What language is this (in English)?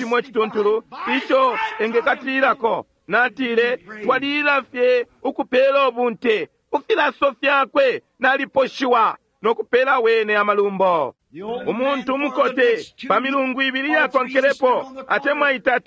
Bemba